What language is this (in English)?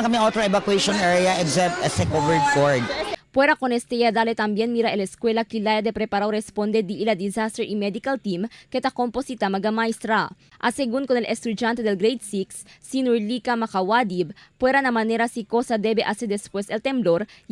Chavacano